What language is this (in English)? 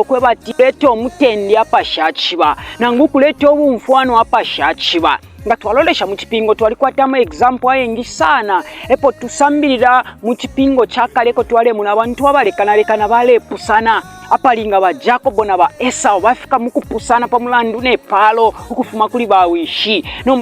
Bemba